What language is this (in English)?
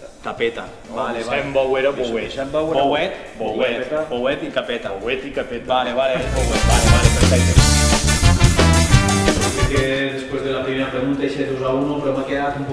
Catalan